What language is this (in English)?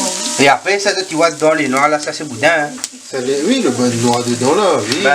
Réunion Creole French